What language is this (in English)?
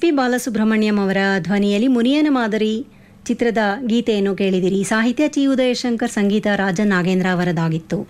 Kannada